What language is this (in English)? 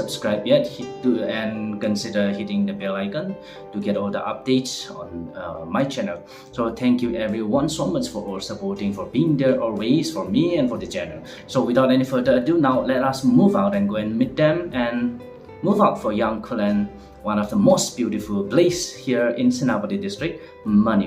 Tangkhul Naga (India)